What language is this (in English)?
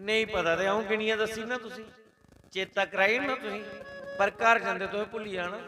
Dogri